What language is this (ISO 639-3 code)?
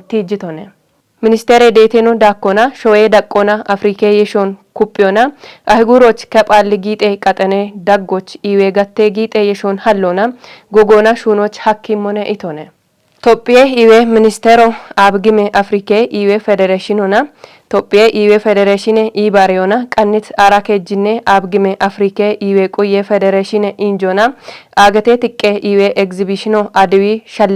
kbr